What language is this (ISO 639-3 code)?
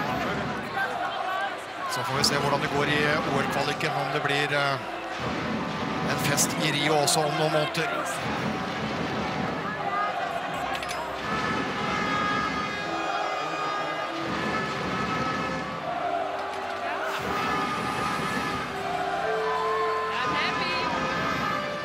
nor